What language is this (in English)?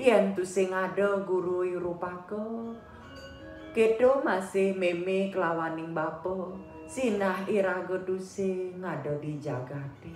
Balinese